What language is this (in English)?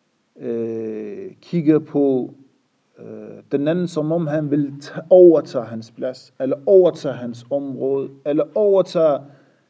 Danish